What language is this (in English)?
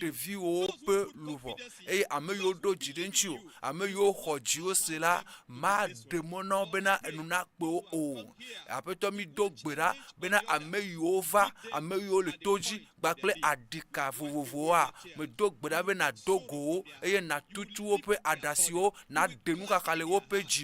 Ewe